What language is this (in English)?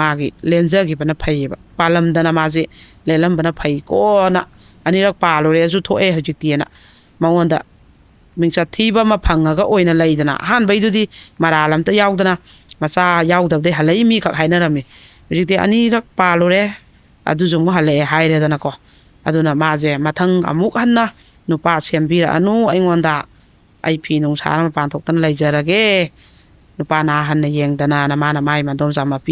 Manipuri